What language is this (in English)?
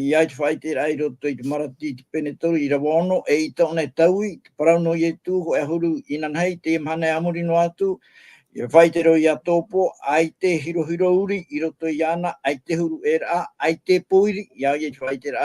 Tahitian